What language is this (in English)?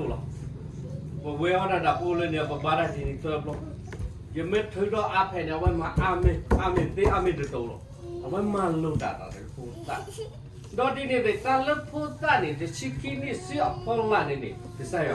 S'gaw Karen